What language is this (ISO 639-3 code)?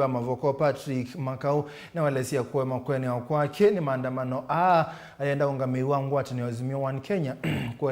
kam